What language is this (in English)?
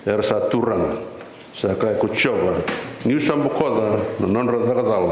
Fijian